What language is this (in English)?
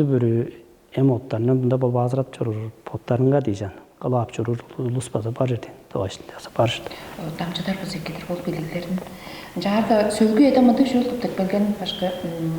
Tuvinian